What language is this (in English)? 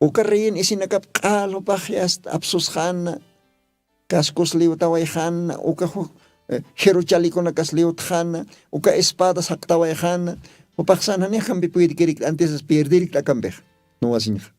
Aymara